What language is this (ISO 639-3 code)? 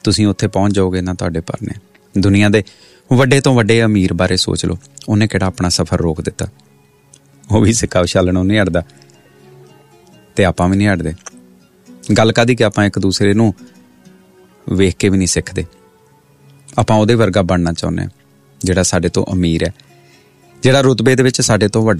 pan